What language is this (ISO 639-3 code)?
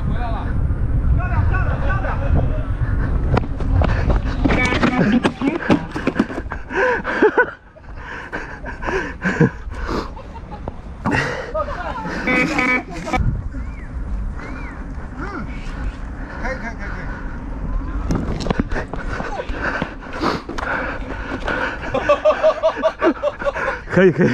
zho